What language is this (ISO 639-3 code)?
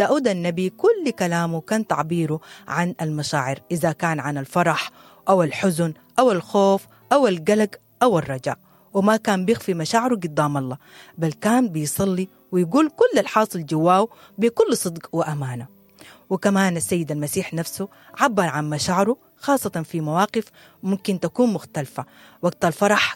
apd